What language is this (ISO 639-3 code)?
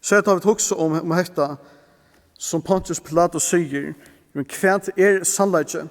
fao